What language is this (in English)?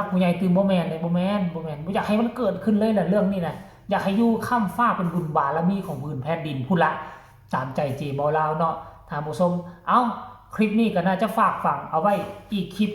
Northeastern Thai